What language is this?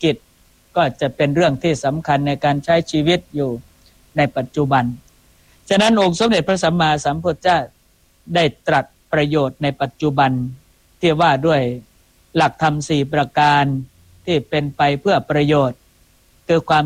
Thai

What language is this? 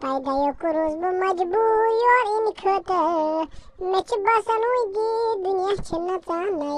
Kashmiri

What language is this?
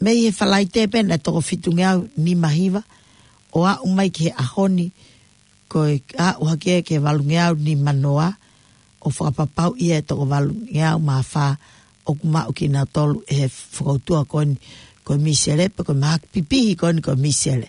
Tongan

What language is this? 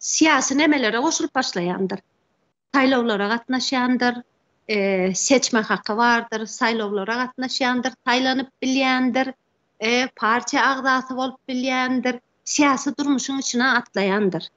Turkmen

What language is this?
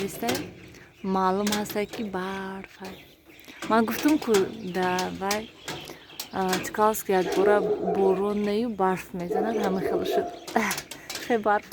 Tajik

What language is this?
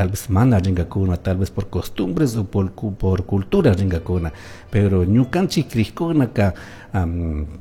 Chimborazo Highland Quichua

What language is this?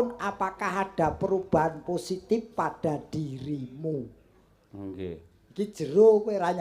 Javanese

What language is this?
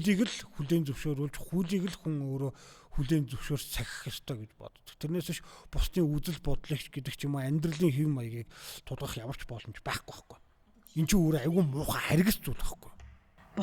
Mongolian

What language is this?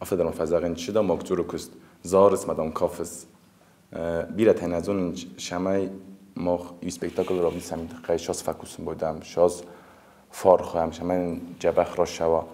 Ossetic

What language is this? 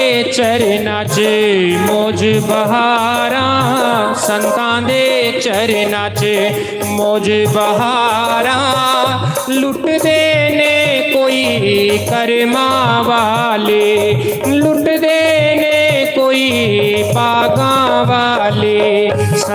Dogri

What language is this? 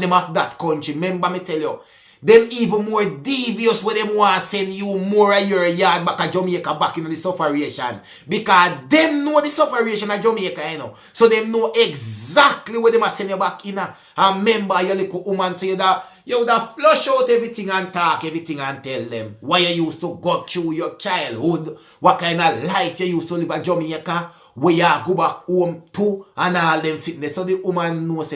Jamaican Creole English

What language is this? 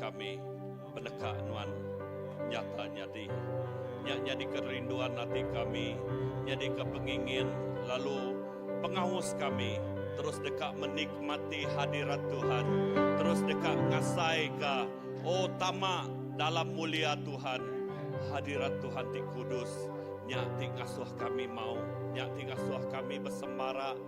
Iban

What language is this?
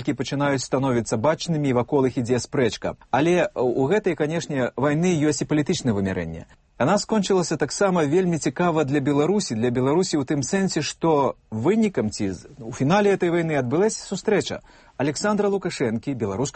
Belarusian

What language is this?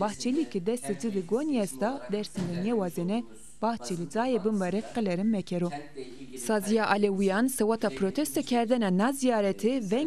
Zaza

